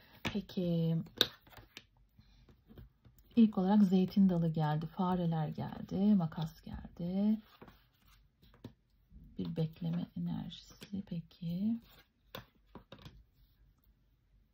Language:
Turkish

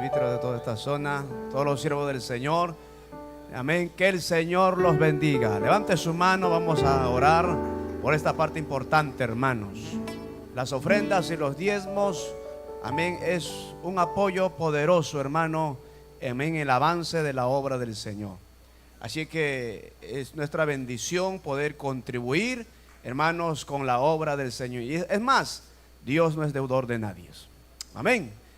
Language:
Ayacucho Quechua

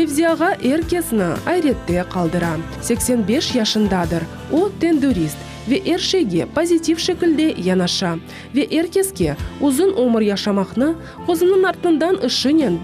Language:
Crimean Tatar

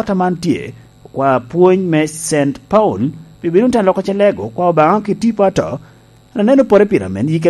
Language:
Lango (Uganda)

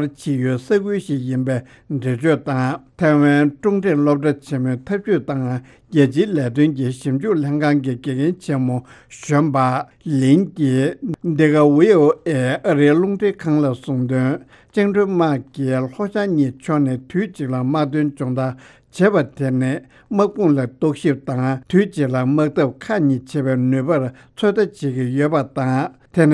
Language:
Tibetan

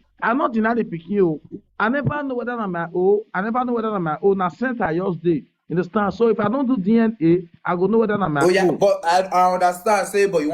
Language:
Nigerian Pidgin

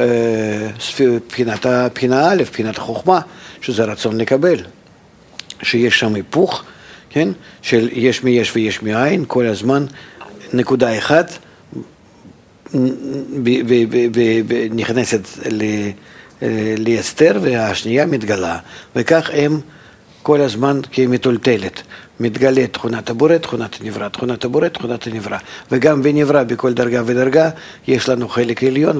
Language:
Hebrew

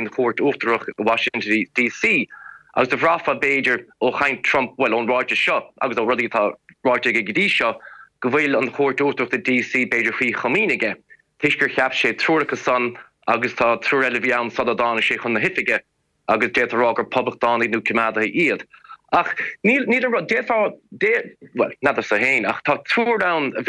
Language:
Irish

